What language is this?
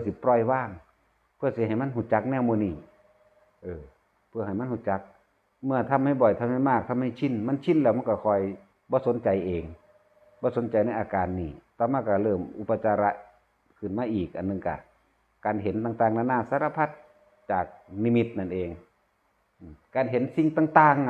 Northeastern Thai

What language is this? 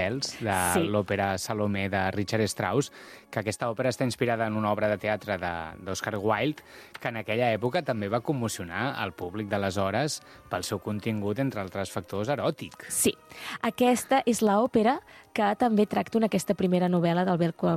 Catalan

